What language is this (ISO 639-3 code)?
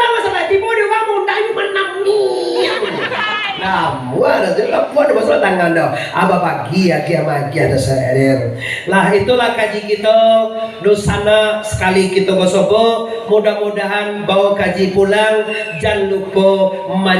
min